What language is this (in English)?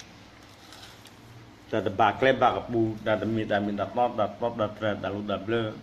S'gaw Karen